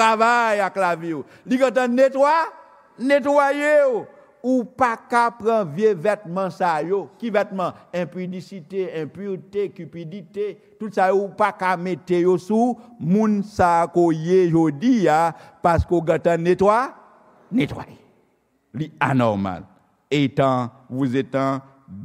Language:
Haitian Creole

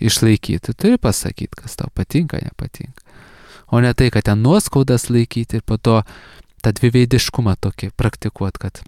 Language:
Lithuanian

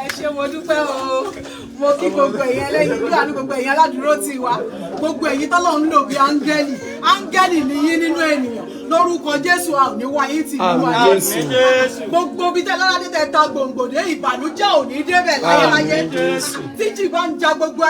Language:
Yoruba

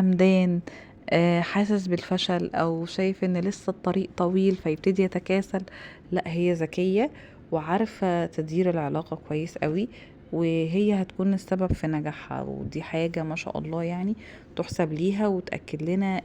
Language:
Egyptian Arabic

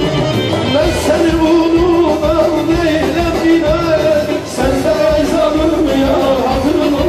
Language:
Turkish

